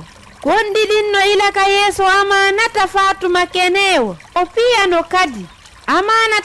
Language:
Fula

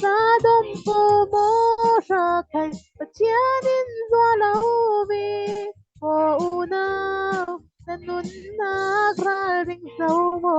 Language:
Falam Chin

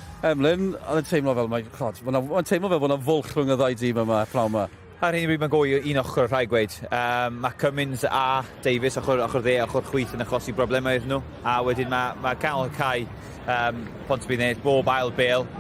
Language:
Welsh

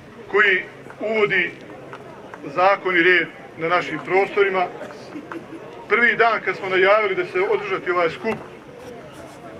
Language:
Bosnian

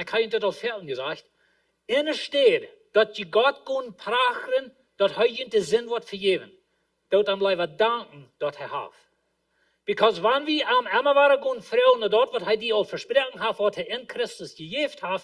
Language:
Plautdietsch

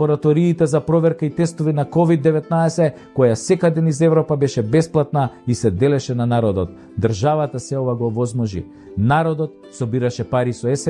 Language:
Macedonian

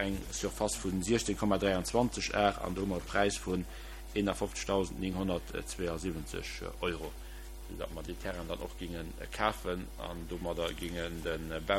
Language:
Luxembourgish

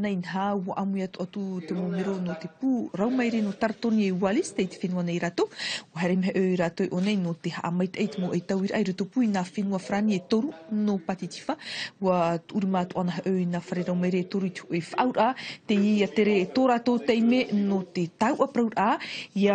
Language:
Tahitian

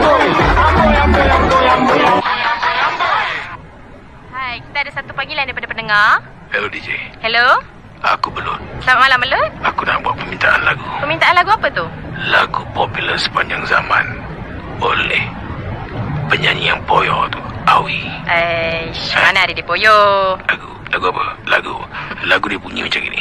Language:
Malay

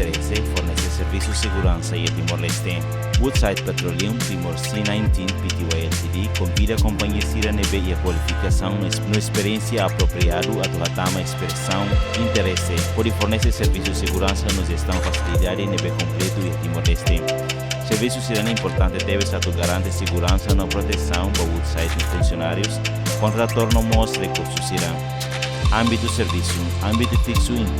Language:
Tetum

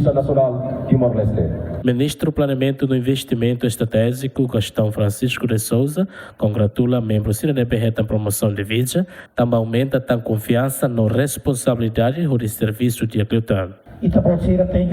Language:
Tetum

